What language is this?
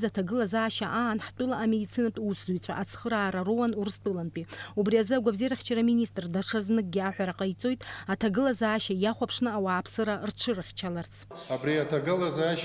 Abkhazian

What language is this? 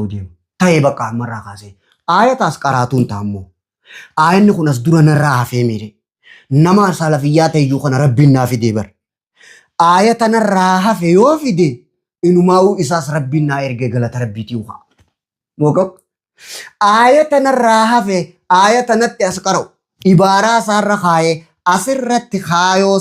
Oromo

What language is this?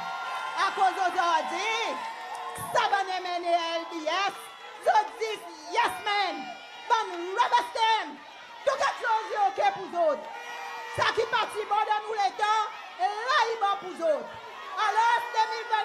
Seselwa Creole French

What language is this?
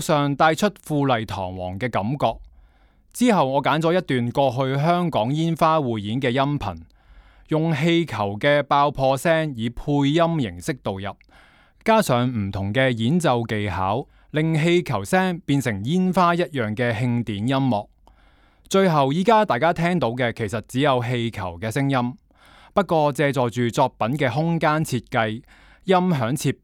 Cantonese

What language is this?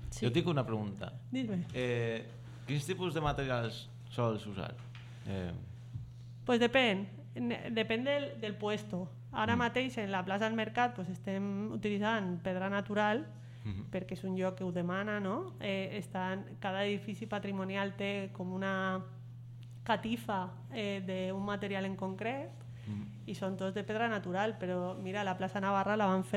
Catalan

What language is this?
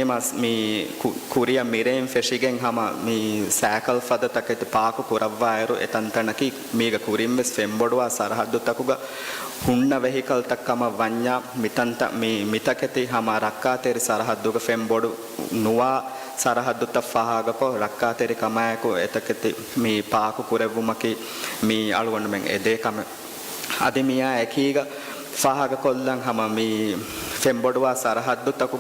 Divehi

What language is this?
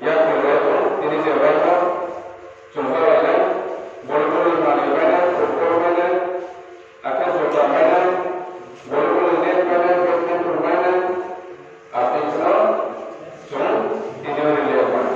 Riang (India)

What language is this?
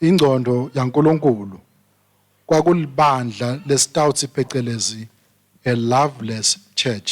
Swati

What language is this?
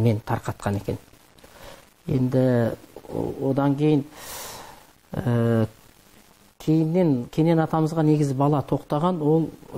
Kazakh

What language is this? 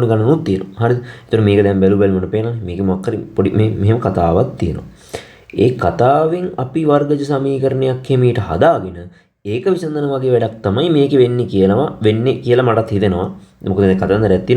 Sinhala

